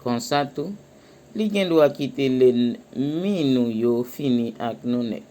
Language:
Haitian Creole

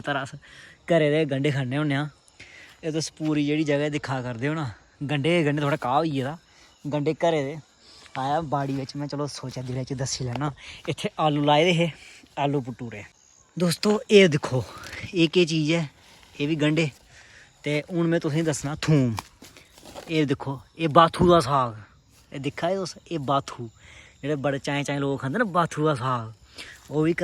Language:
Dogri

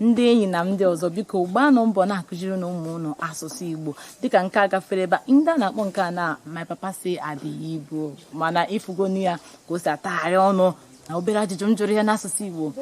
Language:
Igbo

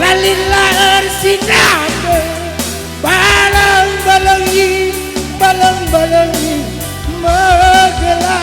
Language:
Batak Karo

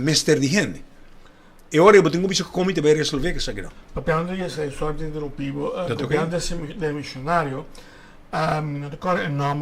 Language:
Papiamento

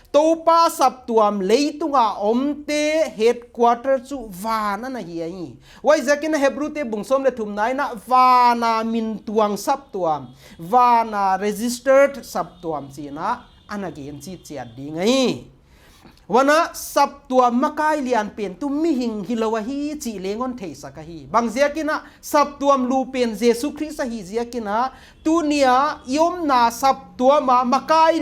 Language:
Paite Chin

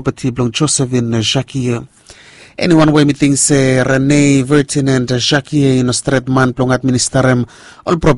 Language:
Bislama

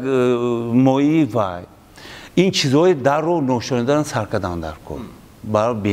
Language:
Tajik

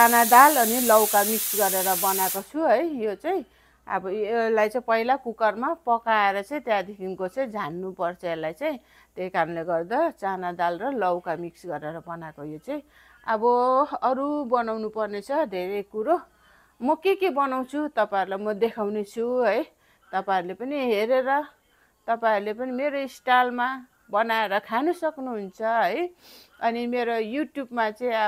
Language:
Nepali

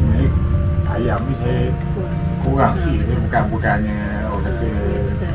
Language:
Malay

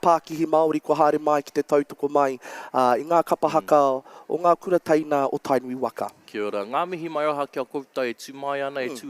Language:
Māori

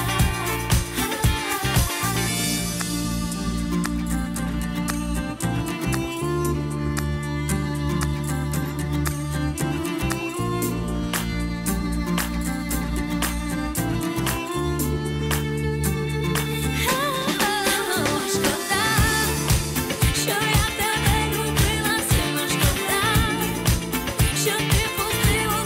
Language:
Ukrainian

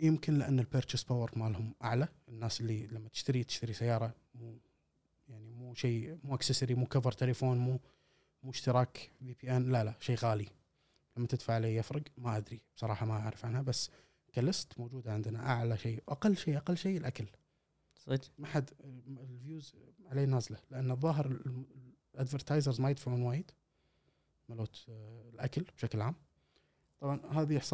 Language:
Gulf Arabic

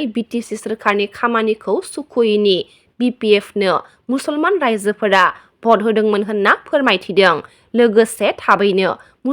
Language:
Bodo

